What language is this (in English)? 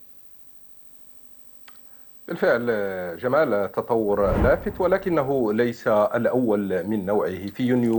Arabic